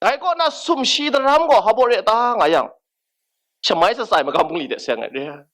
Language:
Kachin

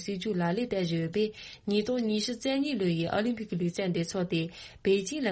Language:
Tibetan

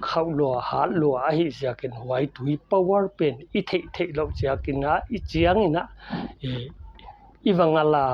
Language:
Paite Chin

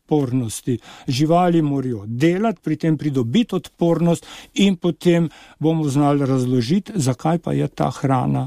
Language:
Slovenian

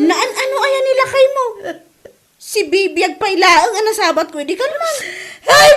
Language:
Iloko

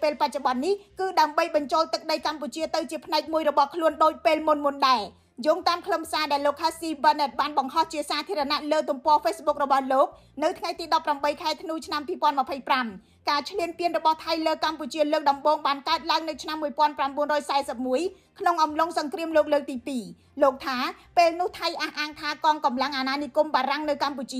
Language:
Khmer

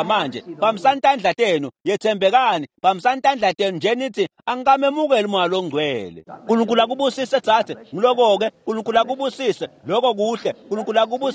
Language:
Swati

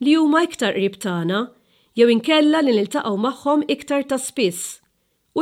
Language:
Maltese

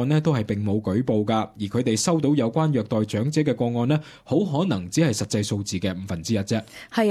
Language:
Cantonese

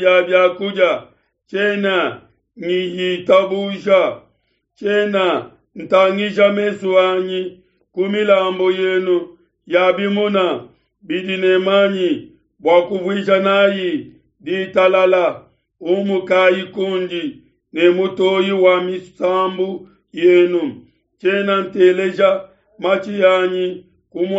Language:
Luba-Lulua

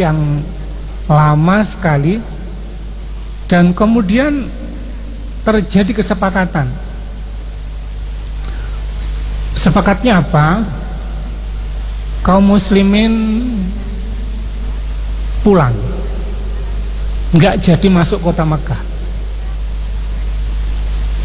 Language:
Indonesian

